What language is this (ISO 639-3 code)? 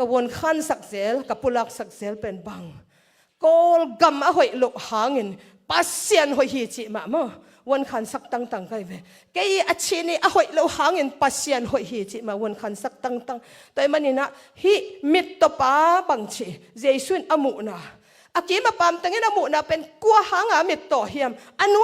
ctd